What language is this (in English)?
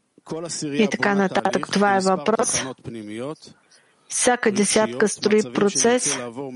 Bulgarian